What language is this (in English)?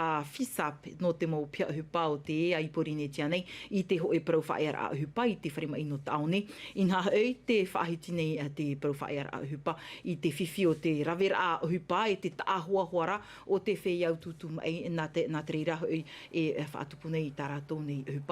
Tahitian